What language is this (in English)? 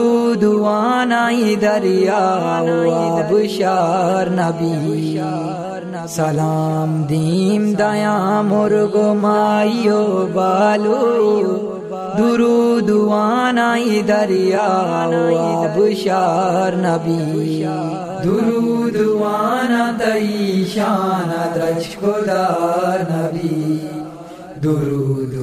Eastern Balochi